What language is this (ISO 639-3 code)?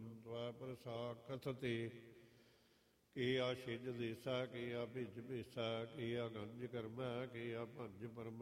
pan